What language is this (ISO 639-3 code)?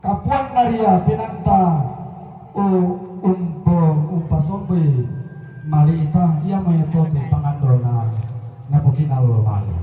sda